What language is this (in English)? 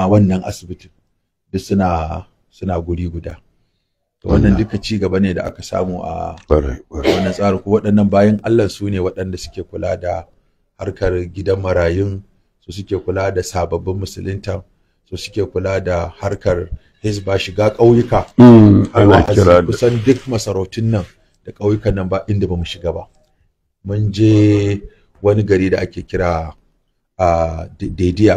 Hausa